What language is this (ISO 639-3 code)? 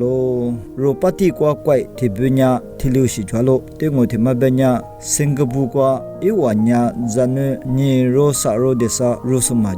lis